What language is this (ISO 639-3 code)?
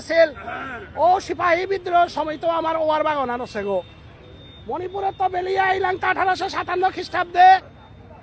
bpy